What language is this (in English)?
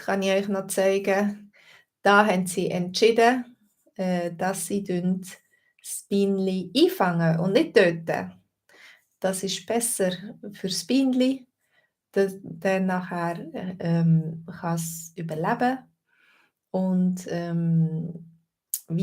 Swiss German